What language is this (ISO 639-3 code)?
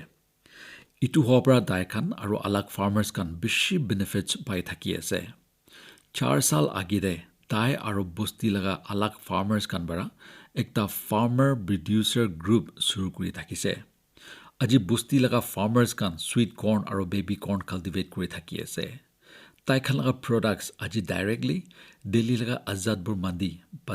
nag